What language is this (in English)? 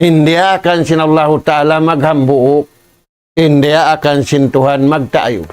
Tausug